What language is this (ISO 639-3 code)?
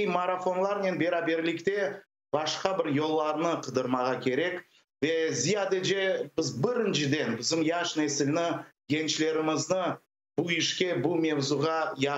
crh